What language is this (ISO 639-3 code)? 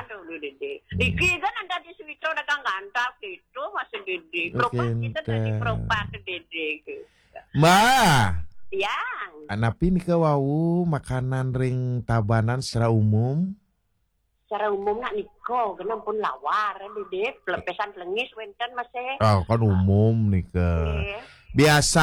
ban